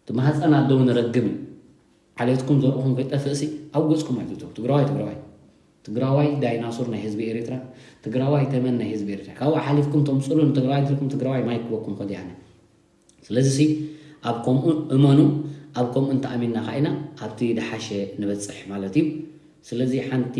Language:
Tigrinya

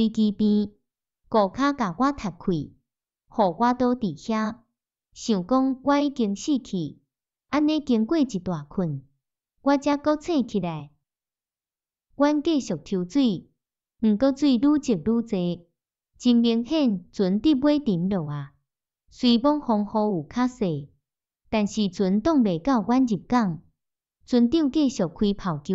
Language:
Min Nan Chinese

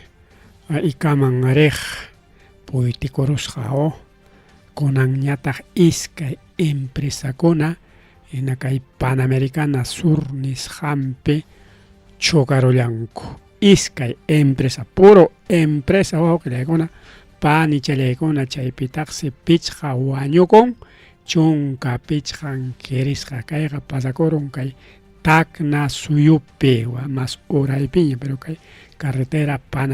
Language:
Ayacucho Quechua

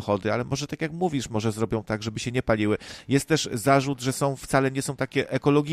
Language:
Polish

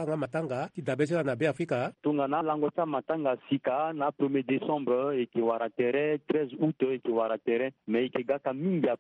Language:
Sango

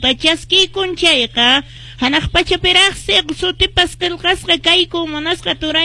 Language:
Quechua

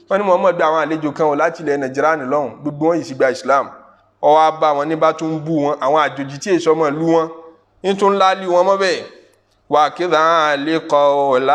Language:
Yoruba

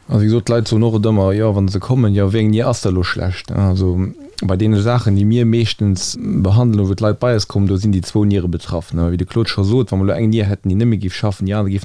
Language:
Luxembourgish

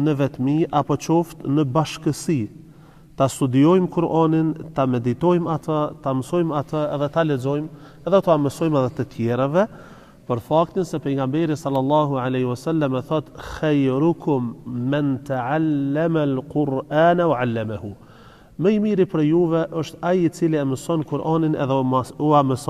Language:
Albanian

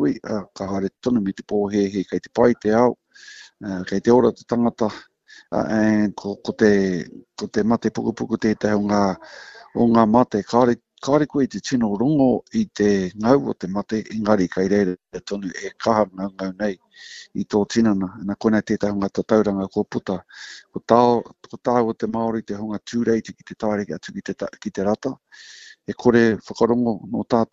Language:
Māori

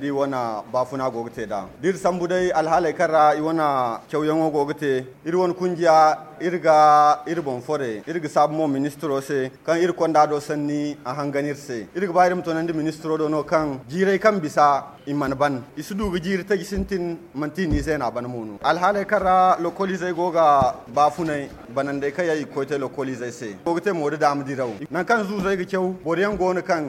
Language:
Zarma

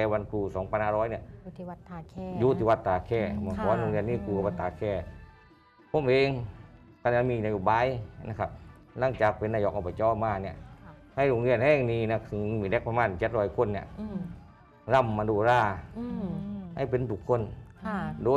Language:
Thai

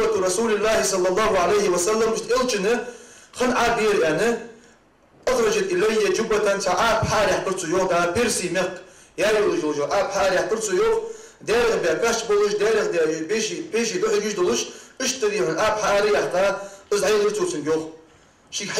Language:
Ingush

